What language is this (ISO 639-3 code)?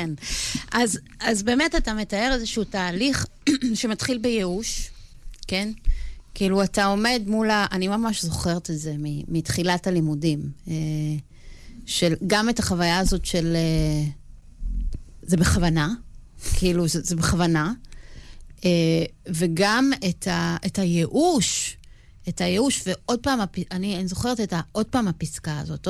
heb